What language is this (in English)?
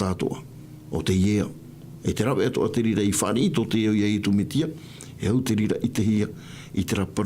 Tahitian